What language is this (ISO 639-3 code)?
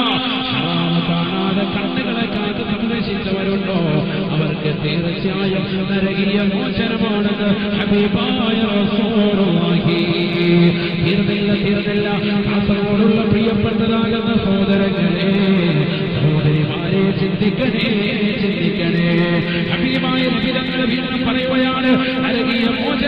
mal